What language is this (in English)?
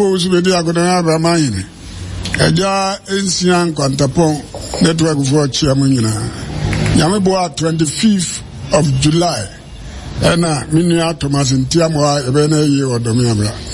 Akan